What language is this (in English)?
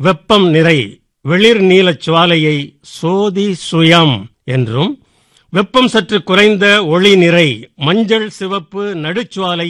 Tamil